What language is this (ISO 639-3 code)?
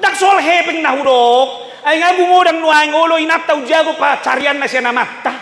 bbc